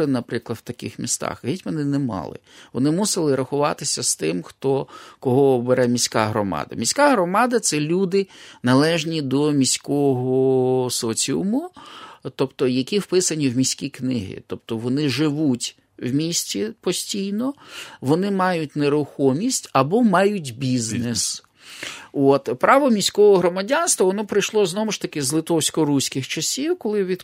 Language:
Ukrainian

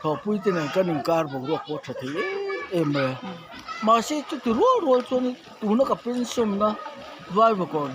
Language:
Mizo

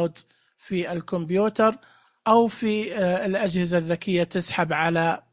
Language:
Najdi Arabic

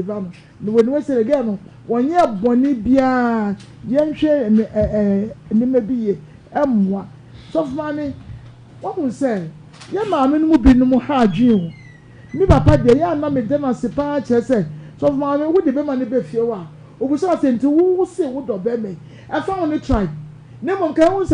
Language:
Akan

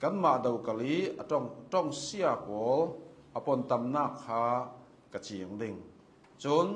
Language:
Hakha Chin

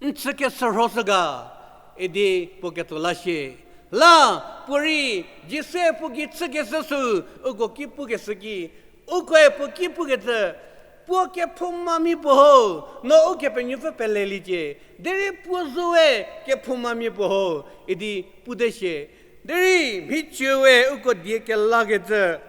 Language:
Angami Naga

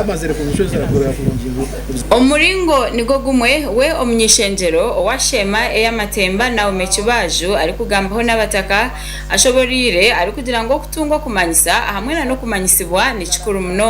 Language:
Nyankole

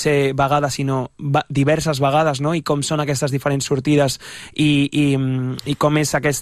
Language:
Catalan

